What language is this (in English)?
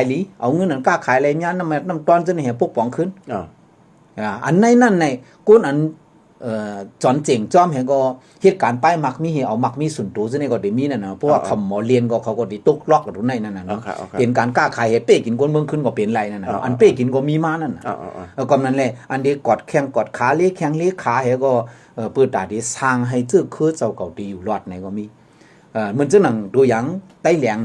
Shan